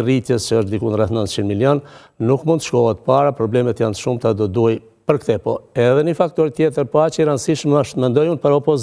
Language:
Albanian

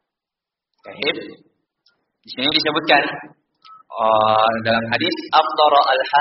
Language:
Indonesian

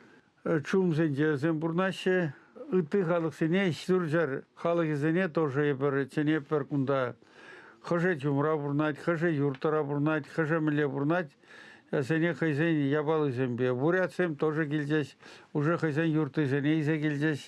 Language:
Chuvash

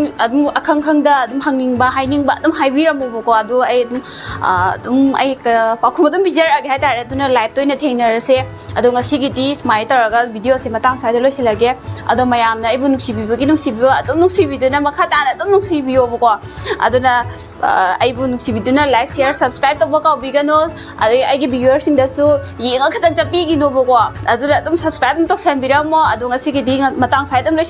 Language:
Manipuri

